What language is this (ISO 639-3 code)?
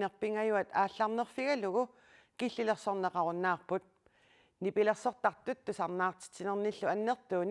kal